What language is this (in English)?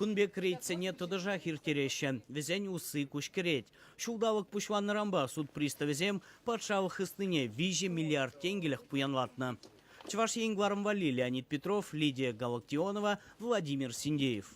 Chuvash